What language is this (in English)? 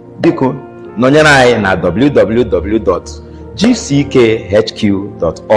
Igbo